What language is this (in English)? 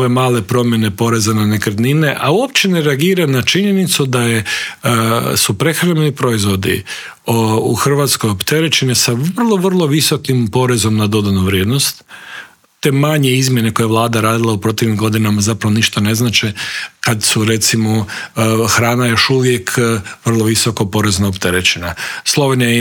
Croatian